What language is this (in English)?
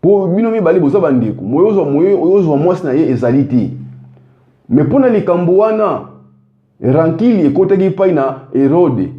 Lingala